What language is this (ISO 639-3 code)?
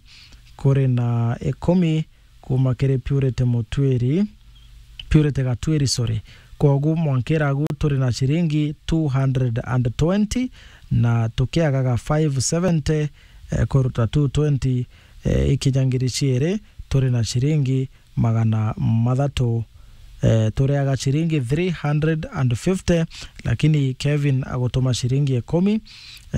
mer